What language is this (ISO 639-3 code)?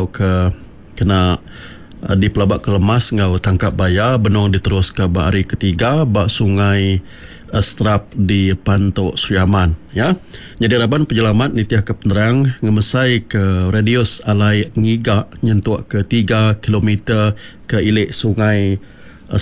iba